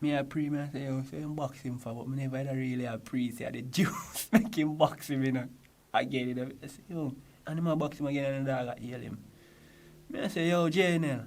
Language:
Jamaican Creole English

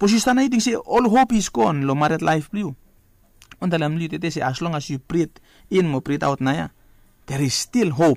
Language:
Bislama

